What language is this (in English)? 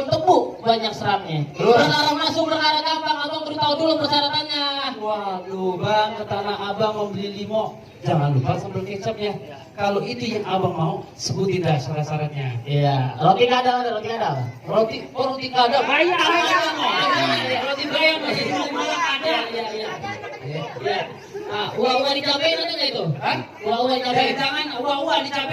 Betawi